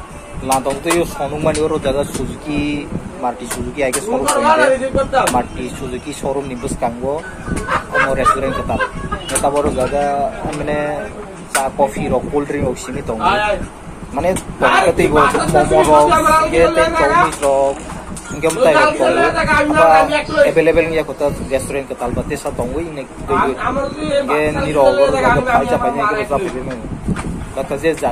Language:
Kok Borok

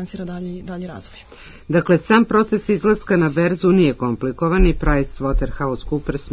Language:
Serbian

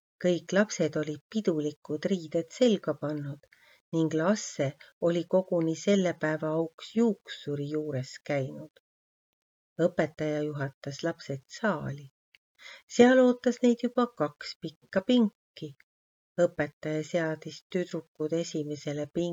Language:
Estonian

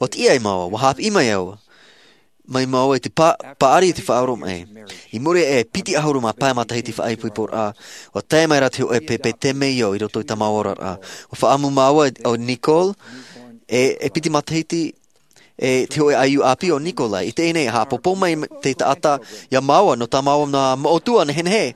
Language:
Tahitian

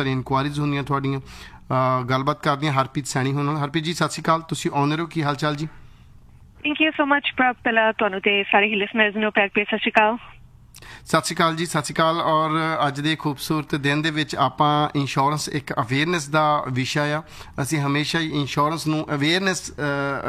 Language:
Punjabi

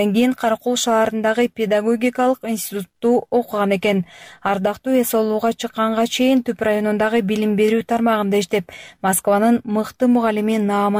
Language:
Kyrgyz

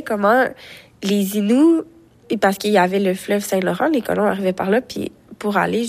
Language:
French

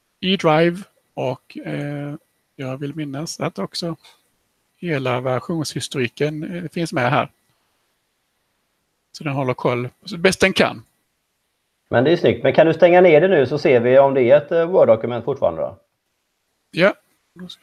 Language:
Swedish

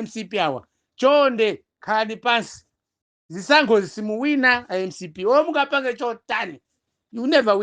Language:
Nyanja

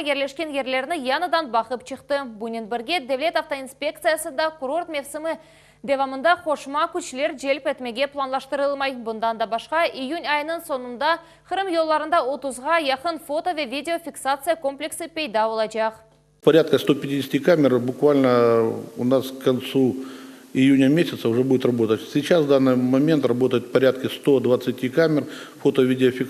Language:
Crimean Tatar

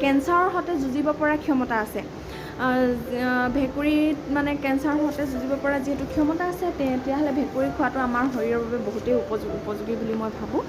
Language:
Assamese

